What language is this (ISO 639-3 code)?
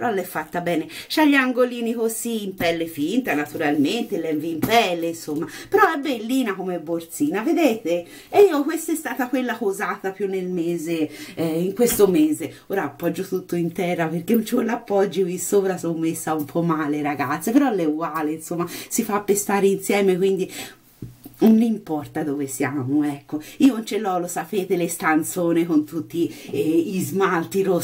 ita